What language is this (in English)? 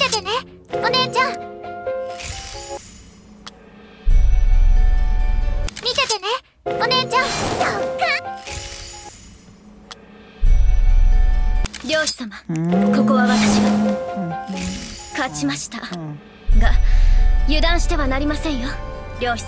Japanese